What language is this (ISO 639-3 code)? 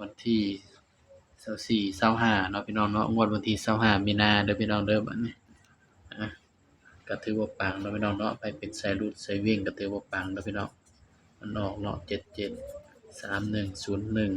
tts